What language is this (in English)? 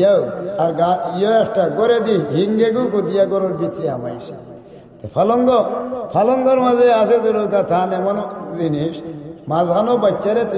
Sylheti